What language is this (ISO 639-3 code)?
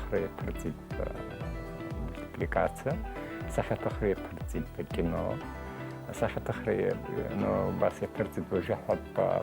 abk